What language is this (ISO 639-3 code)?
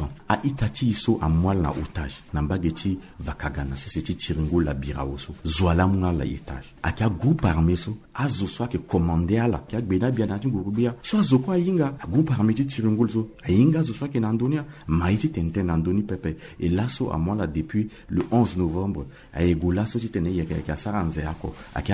sag